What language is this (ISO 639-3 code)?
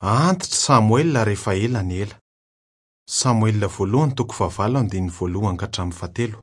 mlg